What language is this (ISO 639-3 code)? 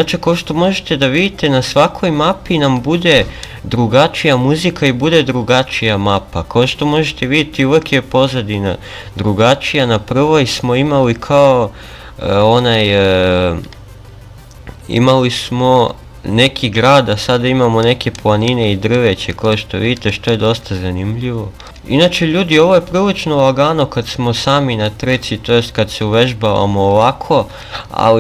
srp